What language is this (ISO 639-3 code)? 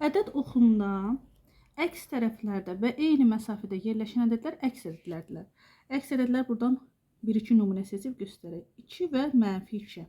aze